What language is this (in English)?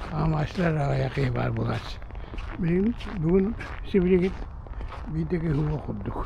Yakut